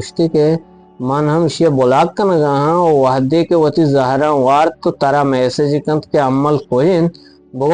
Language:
Eastern Balochi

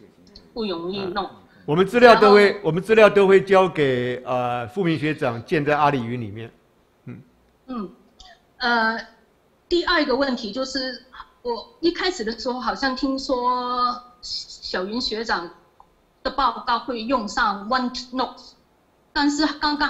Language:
Chinese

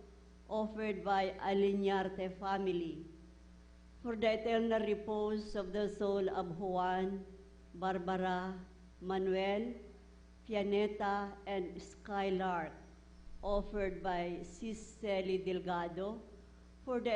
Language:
Bikol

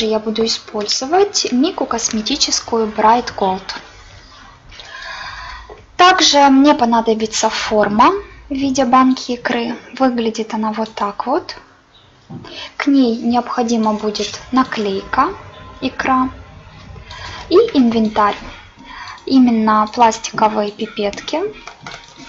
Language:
Russian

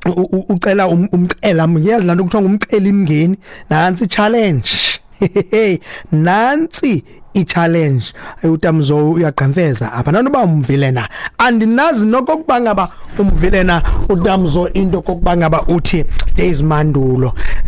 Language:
Xhosa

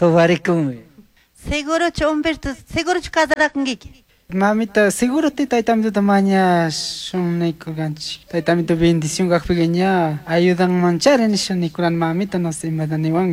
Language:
Chimborazo Highland Quichua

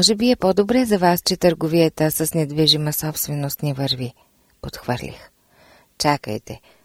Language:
Bulgarian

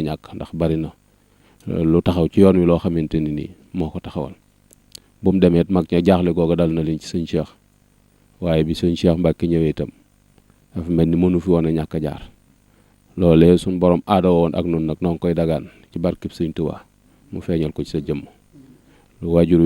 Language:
Wolof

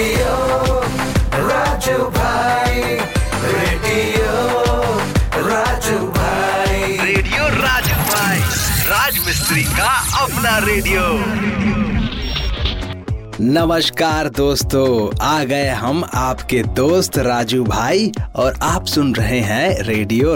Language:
Hindi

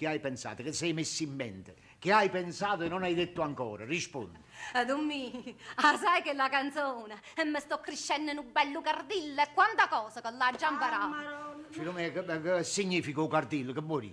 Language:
Neapolitan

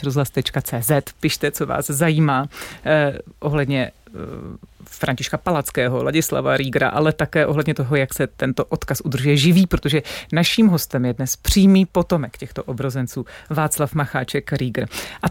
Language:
Czech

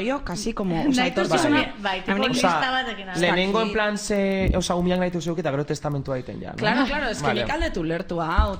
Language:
Basque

